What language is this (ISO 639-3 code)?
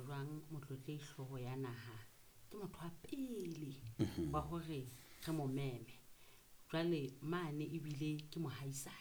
sot